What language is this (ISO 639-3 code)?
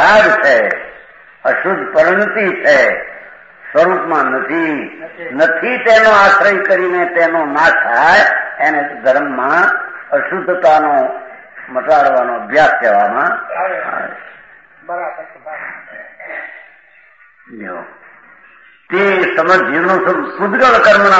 guj